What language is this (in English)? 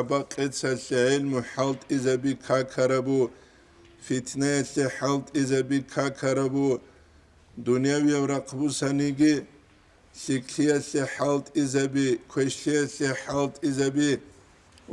Avaric